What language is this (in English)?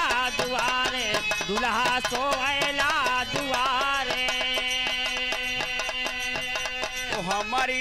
Bhojpuri